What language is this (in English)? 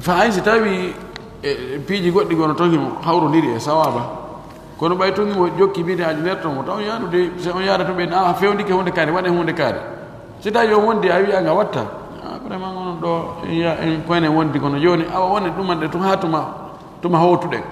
Pular